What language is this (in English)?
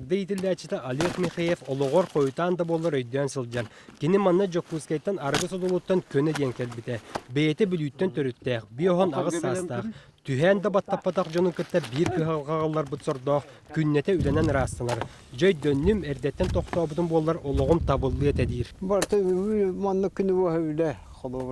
Yakut